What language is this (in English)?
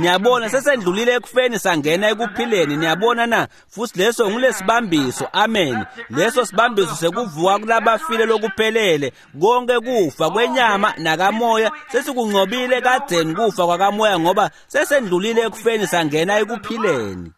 Swati